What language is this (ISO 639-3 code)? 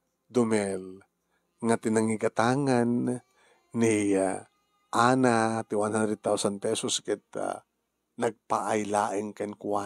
ilo